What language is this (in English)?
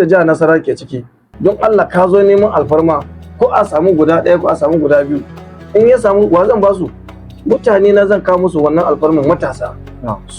Hausa